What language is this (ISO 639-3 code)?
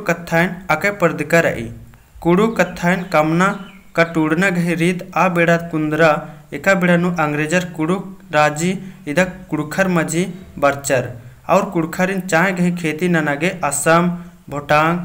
kru